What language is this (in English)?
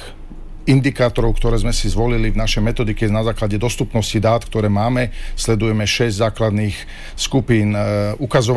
Slovak